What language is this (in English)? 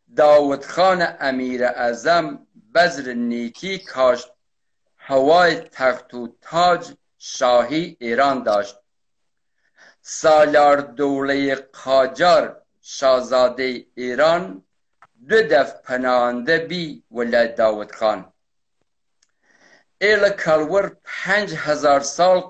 Persian